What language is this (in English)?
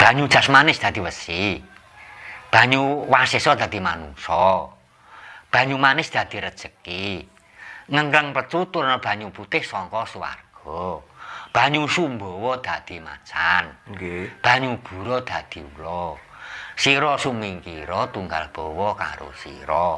Javanese